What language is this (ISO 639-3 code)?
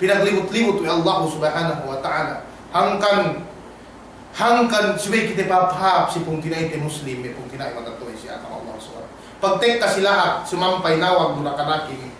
yka